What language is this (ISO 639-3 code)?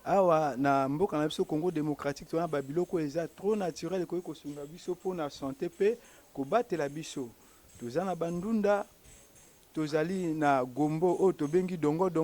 lin